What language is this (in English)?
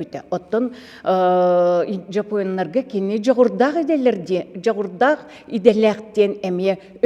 Yakut